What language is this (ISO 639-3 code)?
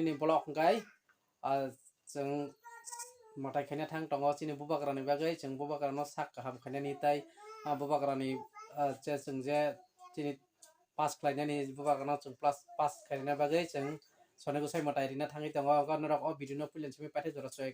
trp